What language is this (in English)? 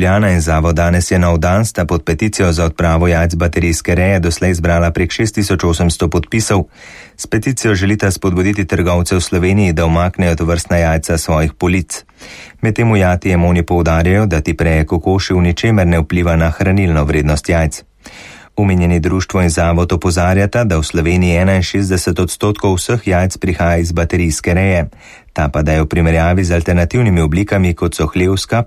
Slovenian